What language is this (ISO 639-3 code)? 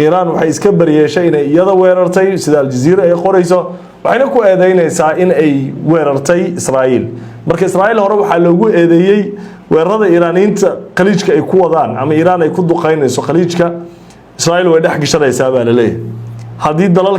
som